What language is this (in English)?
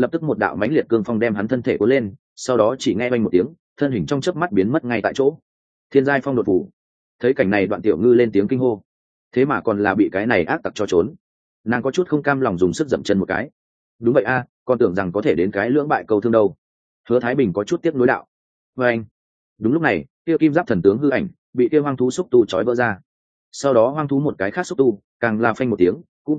Vietnamese